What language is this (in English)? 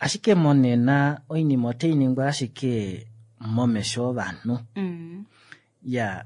Kuanyama